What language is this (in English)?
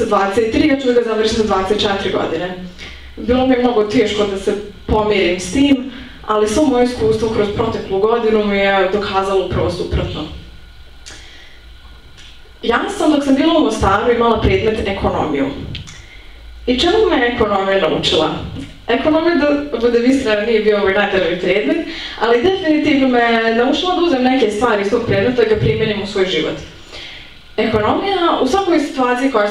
Bosnian